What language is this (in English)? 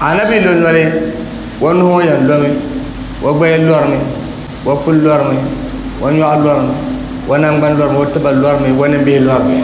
Dagbani